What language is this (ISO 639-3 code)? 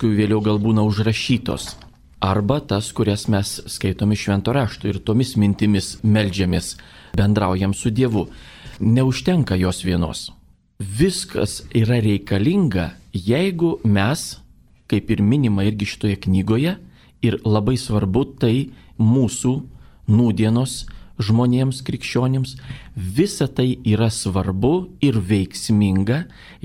lit